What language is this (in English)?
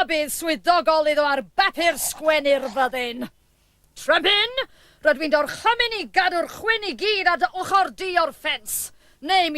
Welsh